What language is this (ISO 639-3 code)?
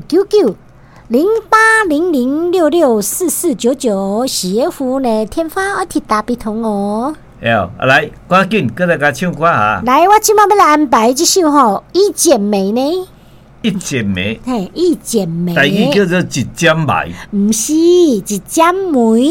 nan